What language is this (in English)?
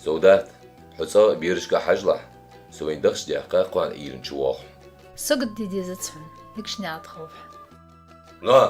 Ingush